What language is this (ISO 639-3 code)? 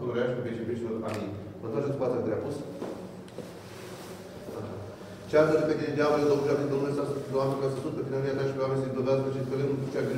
ron